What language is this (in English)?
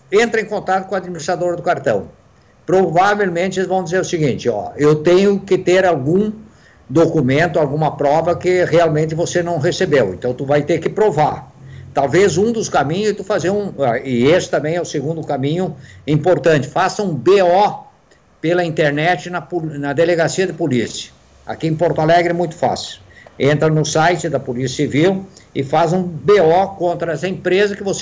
Portuguese